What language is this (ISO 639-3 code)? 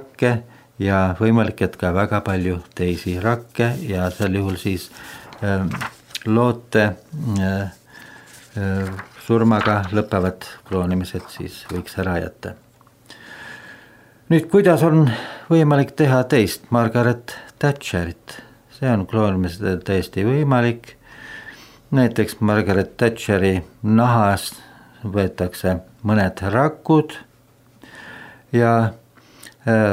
est